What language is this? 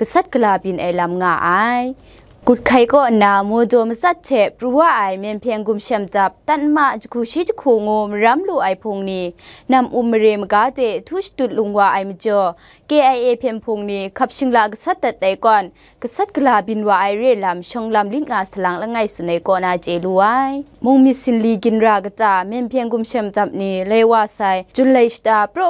Kachin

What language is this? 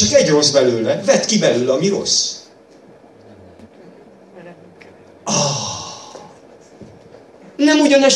Hungarian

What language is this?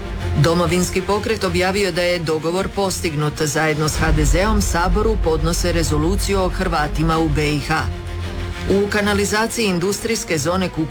Croatian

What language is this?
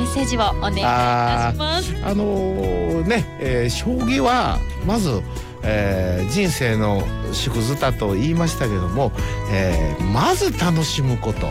Japanese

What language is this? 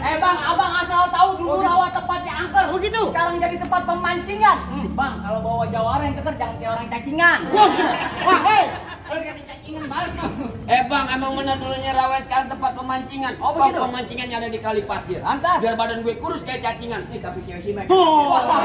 Betawi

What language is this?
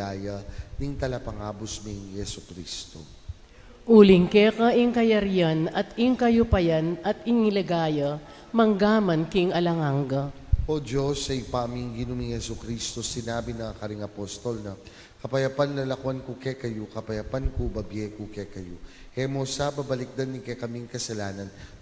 Pampanga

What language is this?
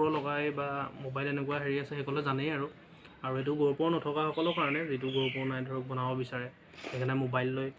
Assamese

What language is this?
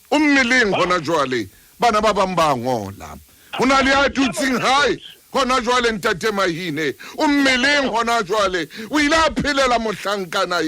Southern Sotho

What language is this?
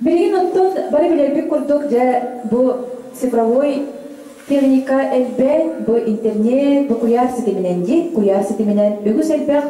Yakut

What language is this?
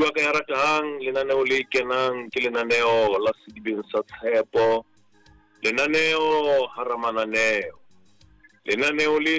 Southern Sotho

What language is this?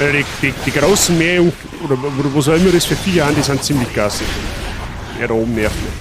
Bavarian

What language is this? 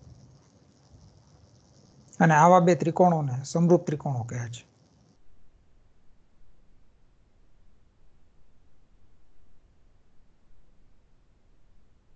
Gujarati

